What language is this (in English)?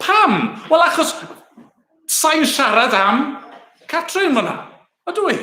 Welsh